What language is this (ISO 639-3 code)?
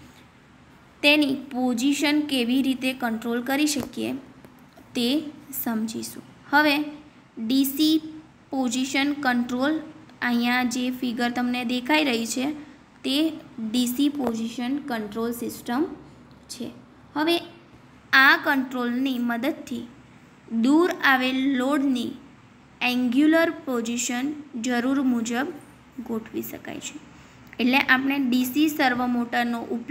guj